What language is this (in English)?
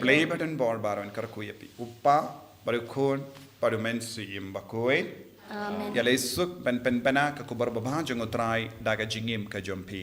Khasi